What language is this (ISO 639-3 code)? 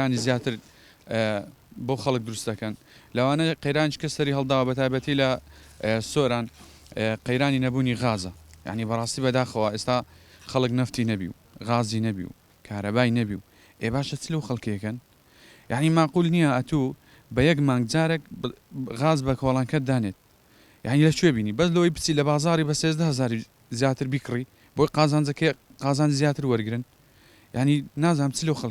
ckb